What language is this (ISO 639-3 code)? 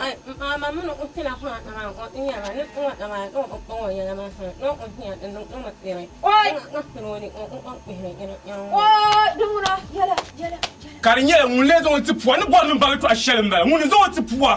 dag